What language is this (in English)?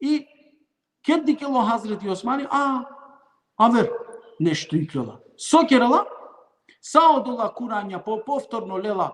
Balkan Romani